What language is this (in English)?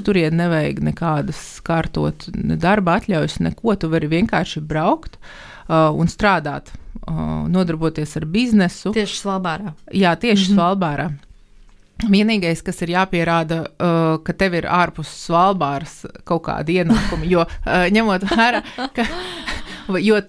Latvian